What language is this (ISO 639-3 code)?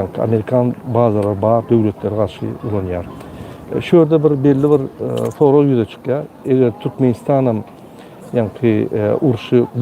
tuk